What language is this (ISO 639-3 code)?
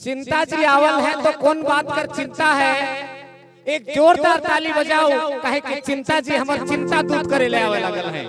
sck